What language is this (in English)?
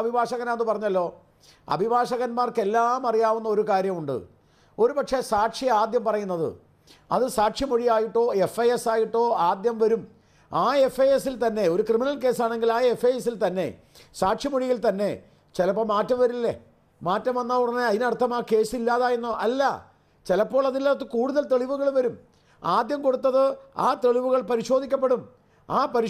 Malayalam